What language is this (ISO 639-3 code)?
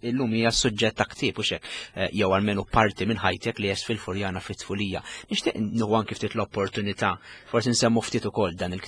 mlt